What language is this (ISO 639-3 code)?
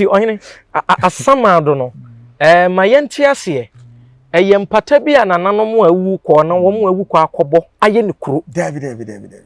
aka